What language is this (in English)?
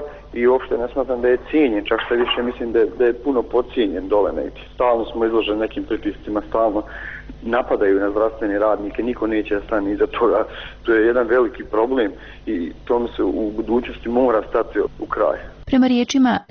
Bosnian